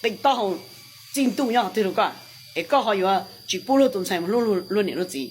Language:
Hmong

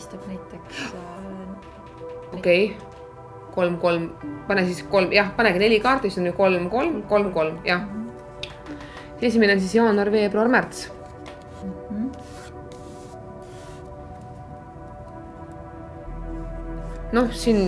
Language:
Estonian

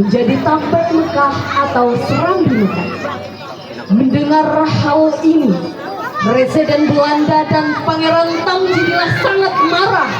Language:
Banjar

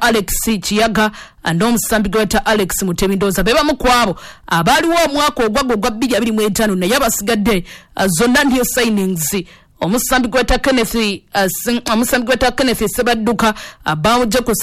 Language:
Ganda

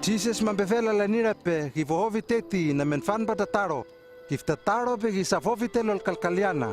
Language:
Hano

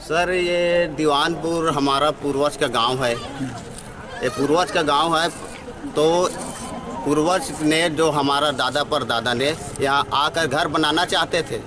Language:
Chhattisgarhi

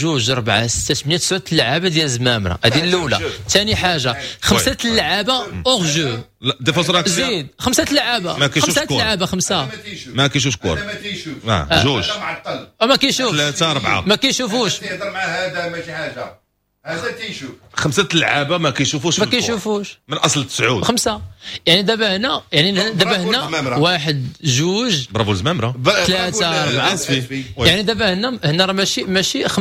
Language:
Moroccan Arabic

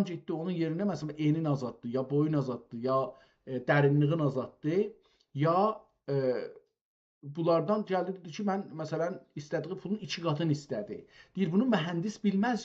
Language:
South Azerbaijani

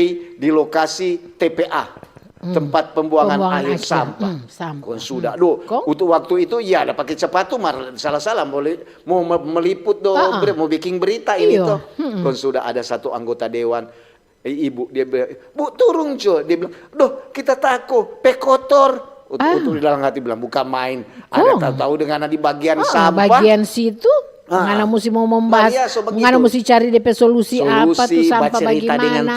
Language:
Manado Malay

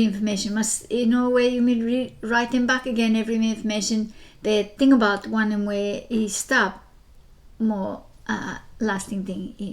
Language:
Bislama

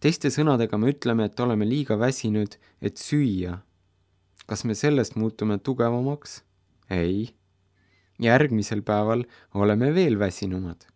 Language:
Estonian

